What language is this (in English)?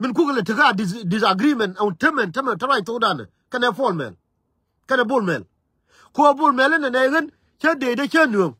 Nuer